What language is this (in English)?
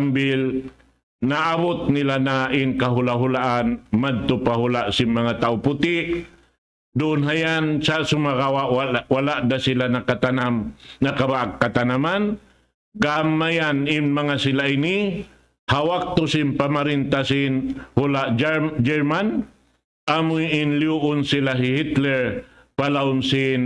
Tausug